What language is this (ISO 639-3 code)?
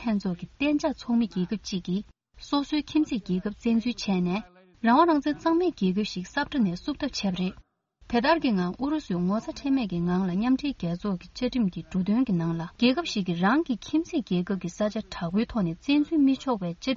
bod